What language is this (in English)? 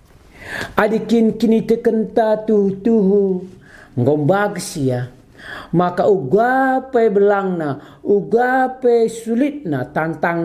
Batak Karo